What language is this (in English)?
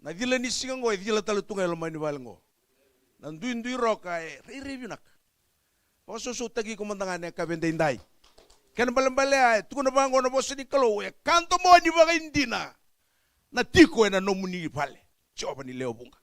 Fijian